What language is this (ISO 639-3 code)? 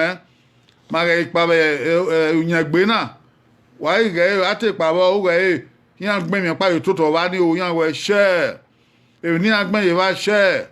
bin